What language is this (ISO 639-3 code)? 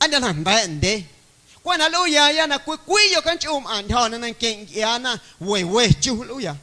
amu